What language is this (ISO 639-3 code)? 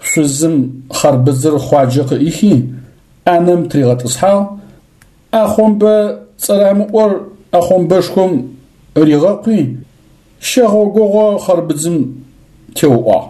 ady